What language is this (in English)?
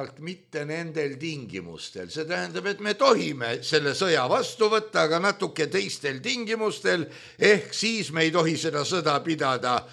Estonian